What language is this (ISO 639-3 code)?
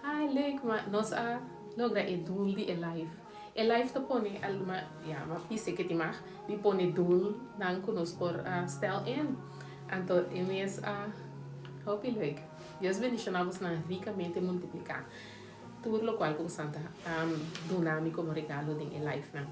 pap